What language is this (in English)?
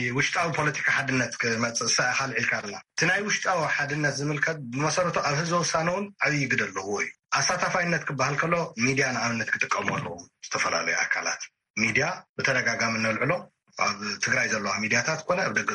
Tigrinya